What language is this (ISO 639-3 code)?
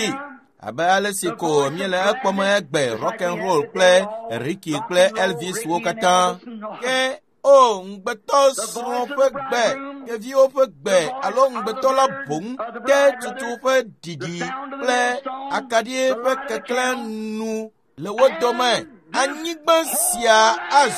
ewe